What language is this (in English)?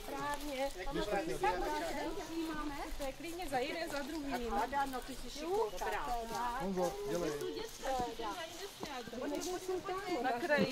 Czech